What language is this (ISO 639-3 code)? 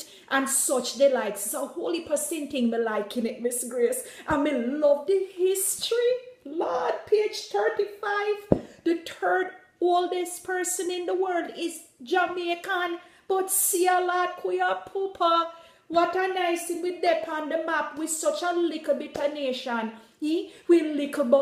jam